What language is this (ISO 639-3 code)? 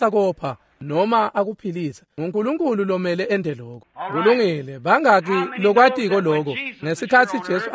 ssw